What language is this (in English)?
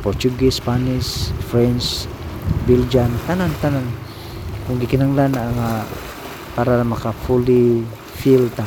Cebuano